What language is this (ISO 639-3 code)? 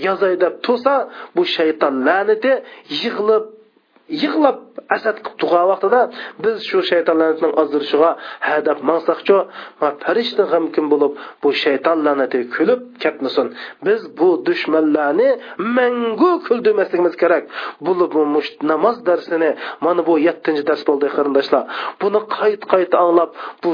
uig